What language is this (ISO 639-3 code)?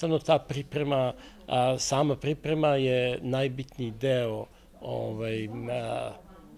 srp